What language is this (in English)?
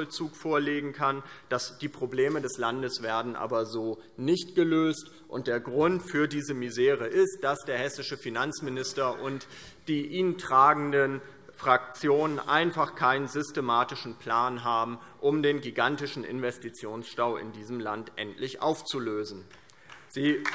German